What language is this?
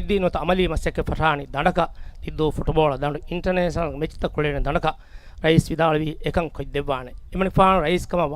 Divehi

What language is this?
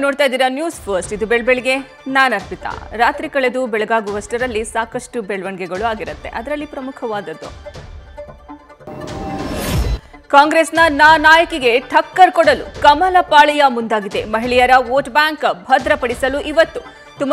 Kannada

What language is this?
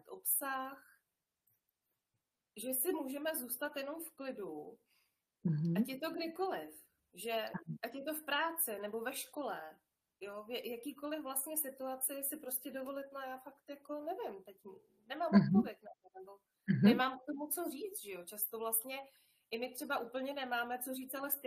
Czech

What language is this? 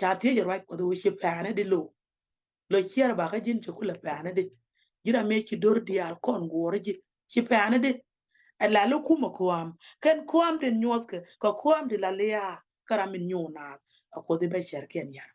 Nuer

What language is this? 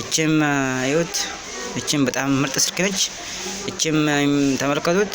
Amharic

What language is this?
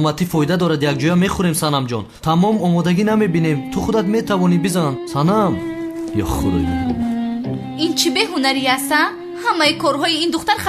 Tajik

